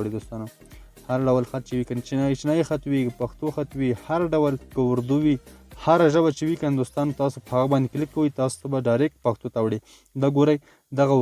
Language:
Pashto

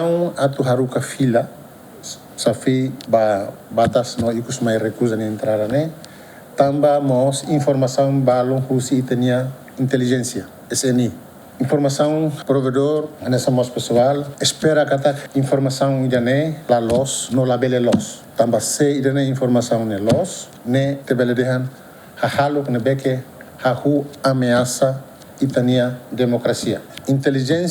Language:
Tetum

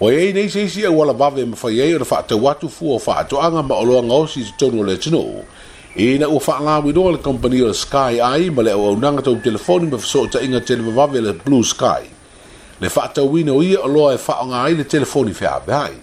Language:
Samoan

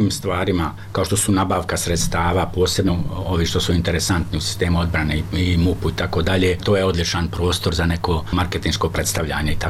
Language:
Serbian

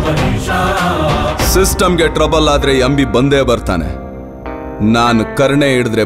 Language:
Kannada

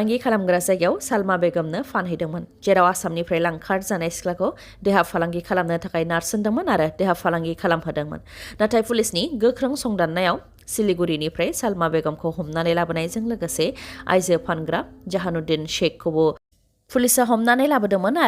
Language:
Bodo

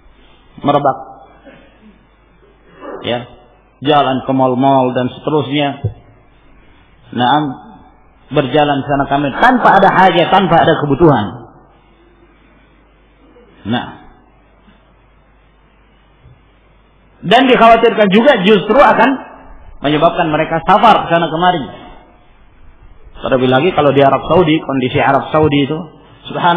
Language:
Indonesian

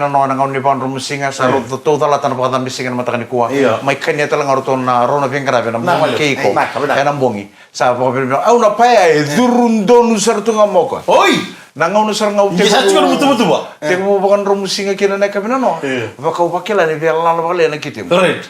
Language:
Fijian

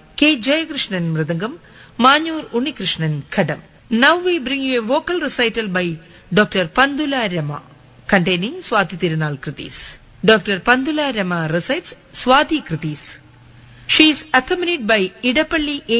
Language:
Malayalam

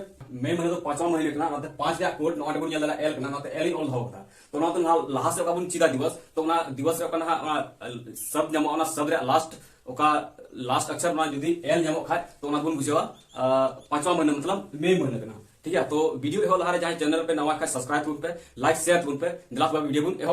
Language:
Santali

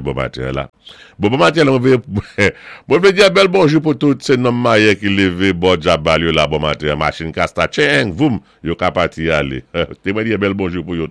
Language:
Saint Lucian Creole French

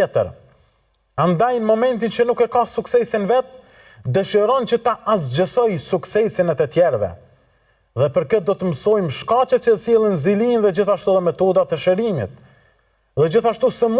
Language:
Albanian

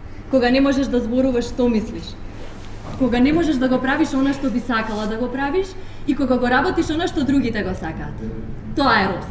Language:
Macedonian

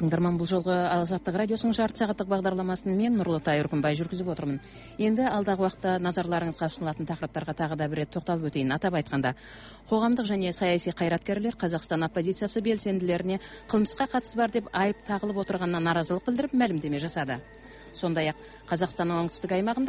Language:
Kazakh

